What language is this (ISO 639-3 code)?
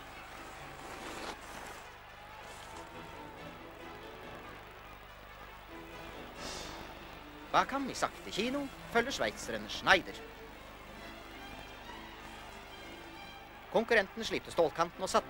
nor